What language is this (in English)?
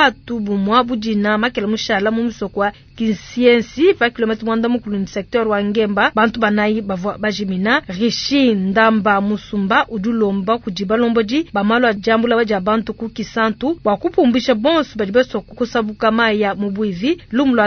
Luba-Lulua